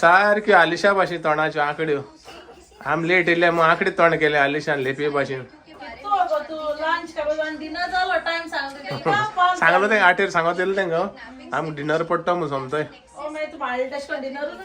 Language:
Konkani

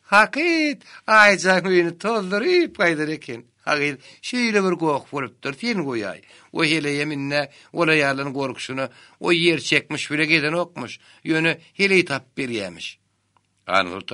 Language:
Turkmen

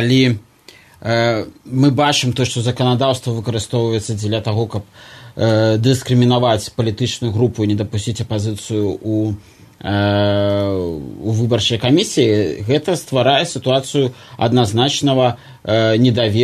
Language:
Belarusian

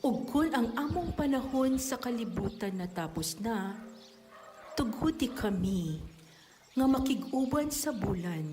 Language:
Cebuano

